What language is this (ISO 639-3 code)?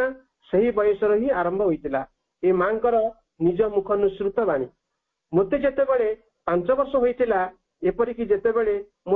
ori